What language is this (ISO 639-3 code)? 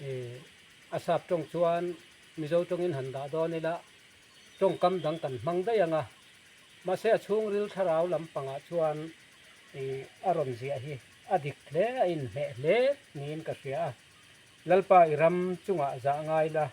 lus